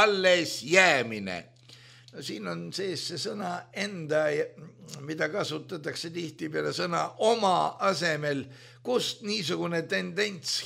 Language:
Estonian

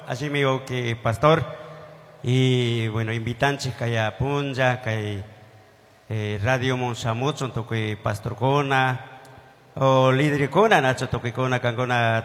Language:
Chimborazo Highland Quichua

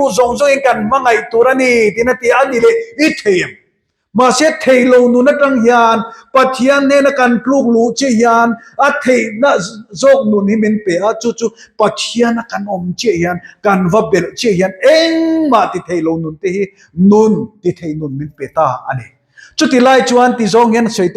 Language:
Mizo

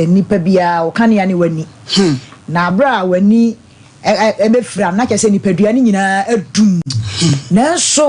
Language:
Akan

